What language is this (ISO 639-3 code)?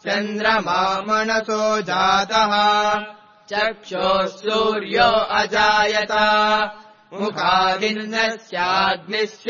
san